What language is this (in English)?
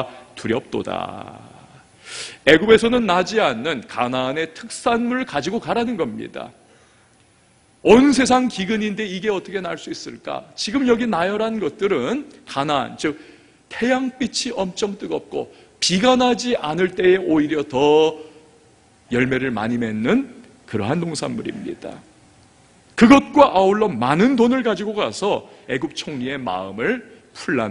Korean